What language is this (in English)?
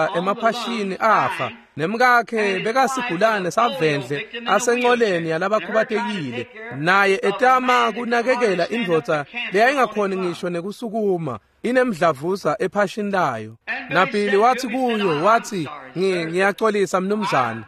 Swati